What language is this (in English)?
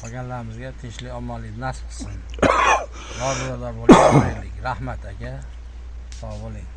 Uzbek